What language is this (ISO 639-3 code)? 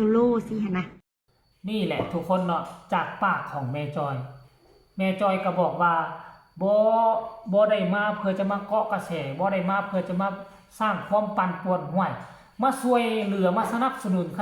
lao